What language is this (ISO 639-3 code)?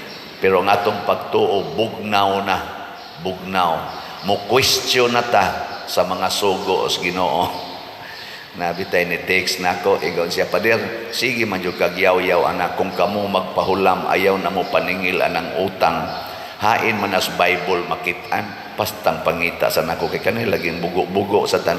ceb